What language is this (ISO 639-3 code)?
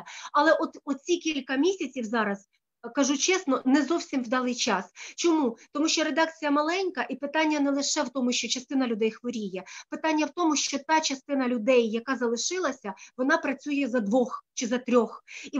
ukr